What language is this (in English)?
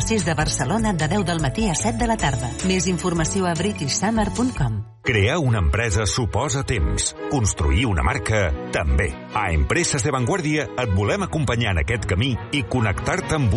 Catalan